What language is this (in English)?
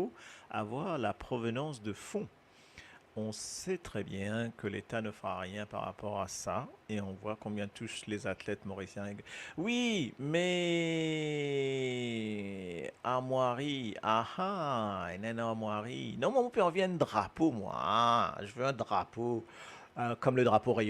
Morisyen